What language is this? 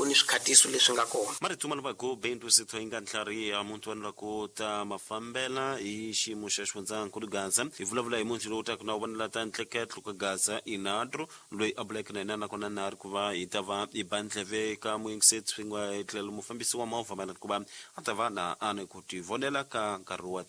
Tsonga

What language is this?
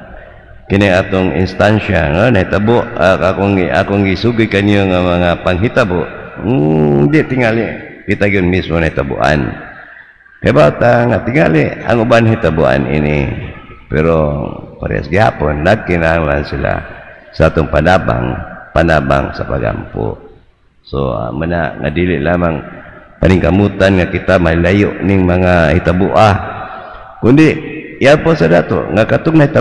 Cebuano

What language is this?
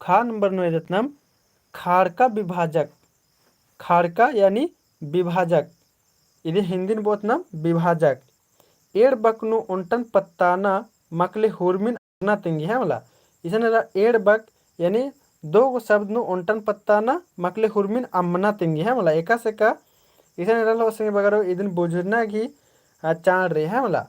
Kurukh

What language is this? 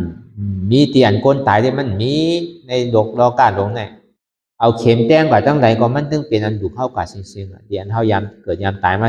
Shan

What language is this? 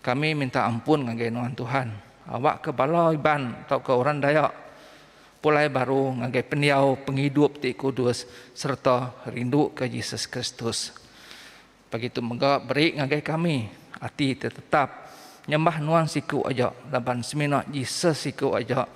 Iban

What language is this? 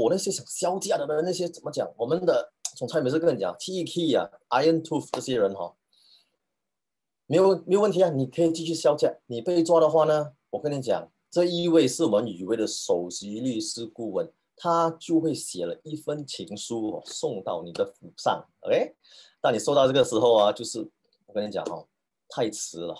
Chinese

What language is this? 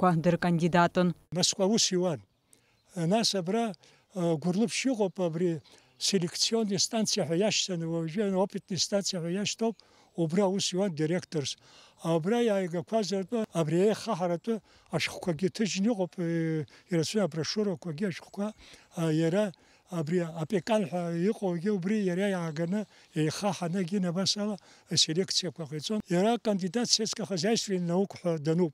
Abkhazian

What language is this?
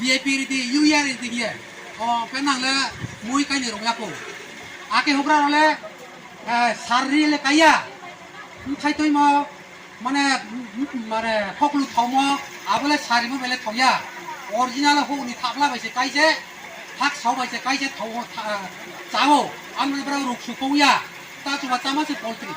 Riang (India)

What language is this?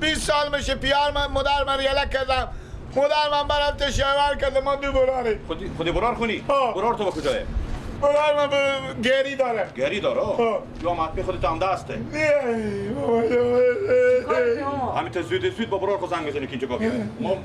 Persian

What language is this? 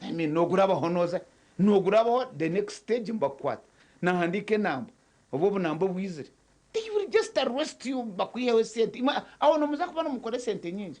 Nyankole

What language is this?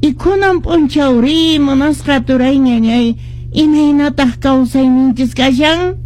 Quechua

